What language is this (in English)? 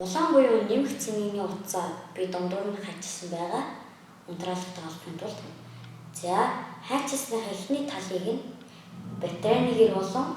Mongolian